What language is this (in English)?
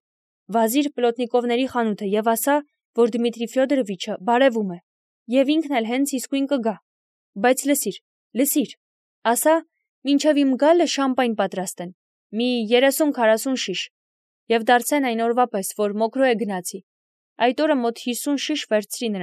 Armenian